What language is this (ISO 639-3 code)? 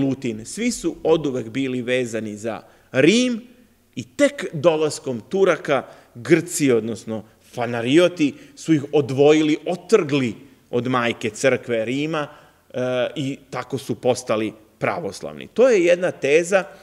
srp